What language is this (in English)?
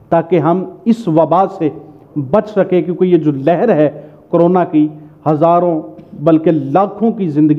Urdu